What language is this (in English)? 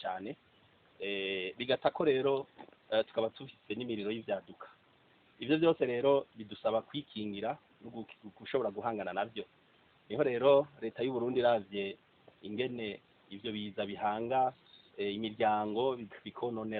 Rundi